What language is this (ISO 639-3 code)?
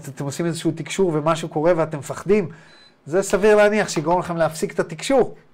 heb